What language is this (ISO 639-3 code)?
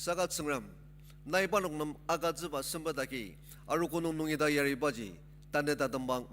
njo